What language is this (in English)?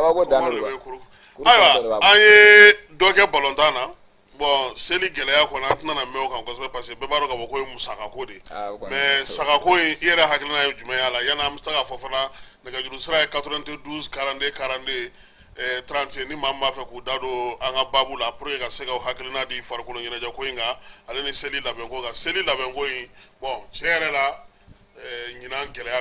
Bambara